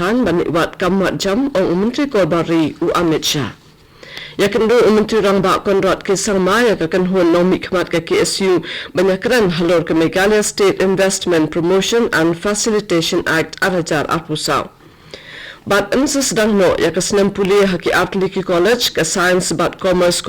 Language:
Khasi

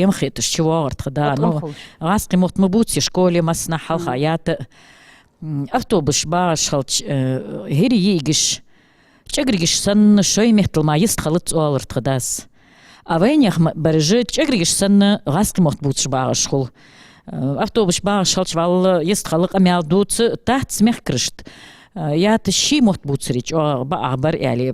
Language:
Ingush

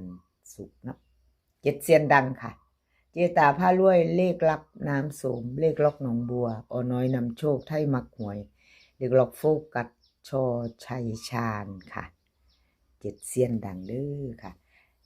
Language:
Northeastern Thai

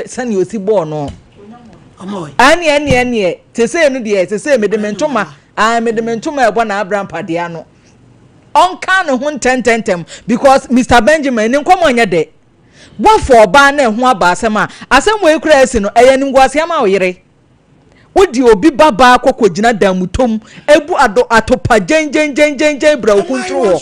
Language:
Akan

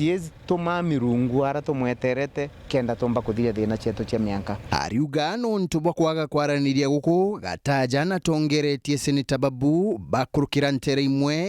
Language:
Meru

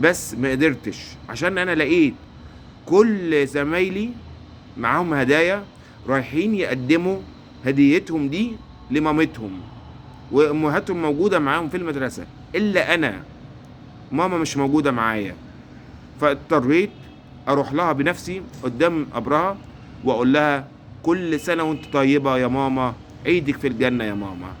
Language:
Egyptian Arabic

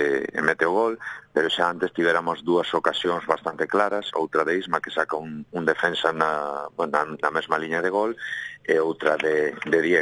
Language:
Galician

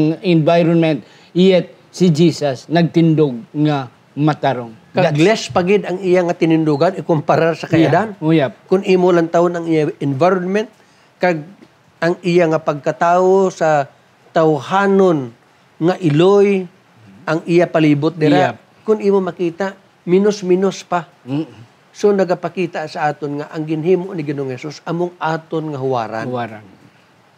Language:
Hiligaynon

